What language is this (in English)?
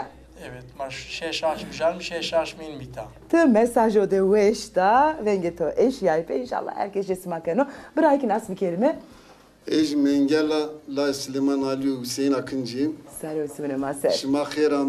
Zaza